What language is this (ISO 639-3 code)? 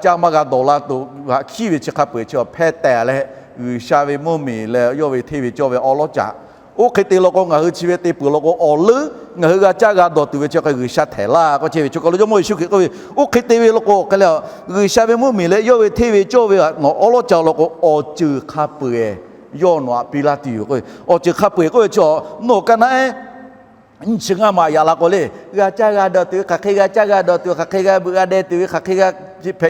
lhu